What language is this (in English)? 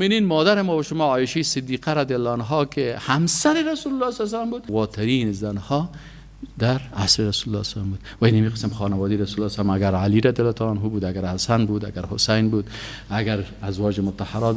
Persian